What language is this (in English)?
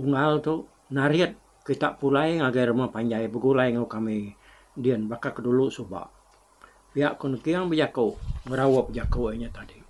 Iban